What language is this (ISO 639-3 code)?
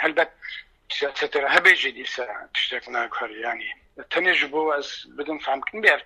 kur